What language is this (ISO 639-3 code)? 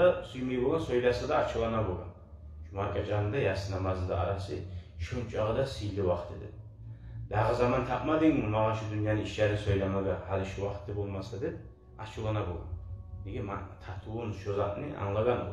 kum